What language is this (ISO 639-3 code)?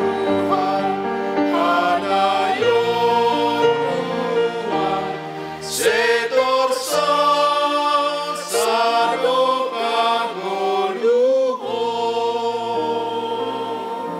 bts